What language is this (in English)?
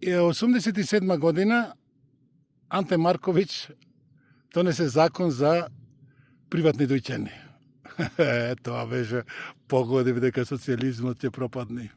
Macedonian